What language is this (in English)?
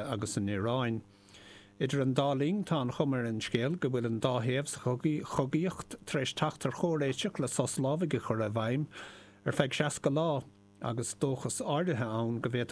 Irish